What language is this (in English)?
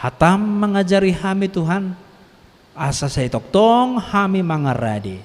Batak Toba